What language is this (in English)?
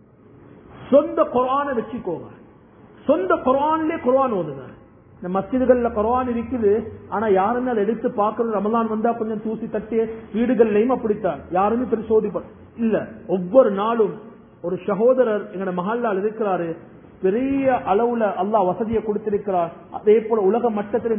Tamil